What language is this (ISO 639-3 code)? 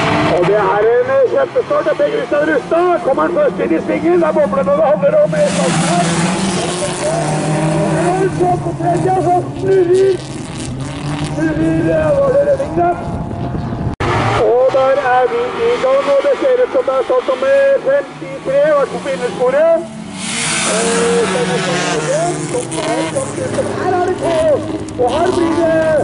nor